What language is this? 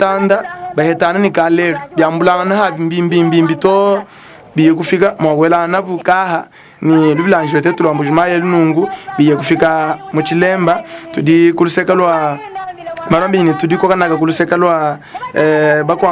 Luba-Lulua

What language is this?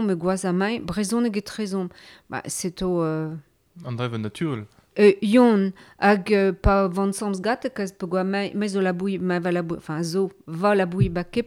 Breton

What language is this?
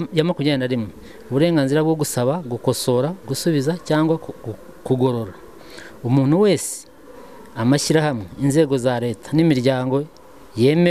Kinyarwanda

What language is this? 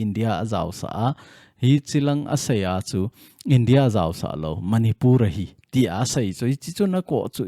Thado Chin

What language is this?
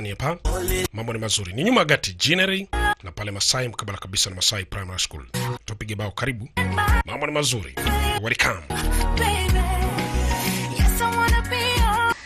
Swahili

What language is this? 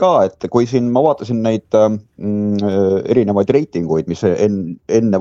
Estonian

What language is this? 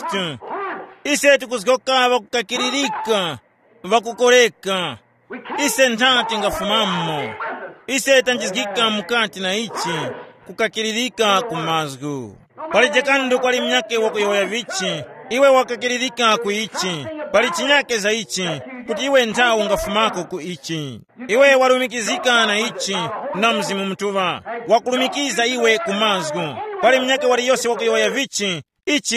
Tumbuka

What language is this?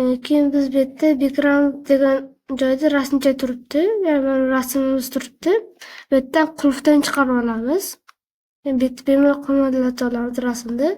Uzbek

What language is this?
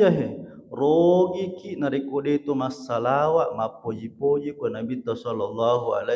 Buginese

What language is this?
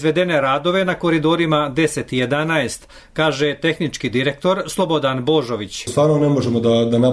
Serbian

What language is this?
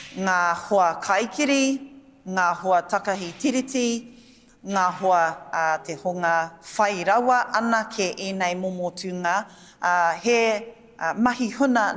Māori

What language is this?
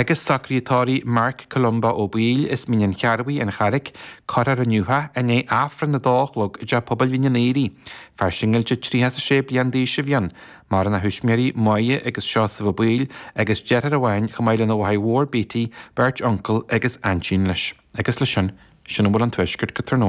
Irish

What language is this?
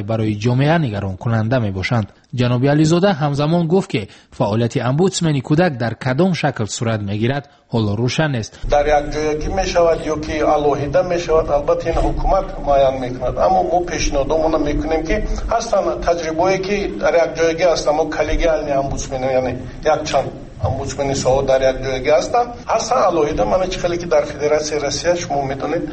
Tajik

